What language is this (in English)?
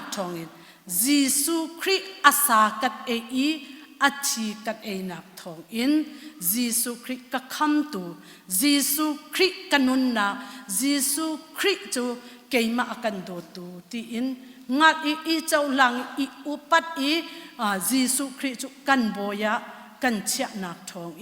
Hakha Chin